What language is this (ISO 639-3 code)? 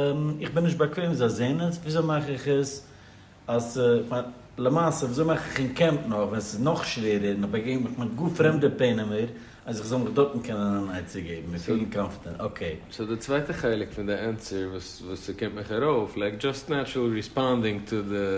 yid